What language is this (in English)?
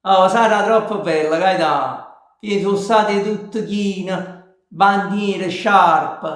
Neapolitan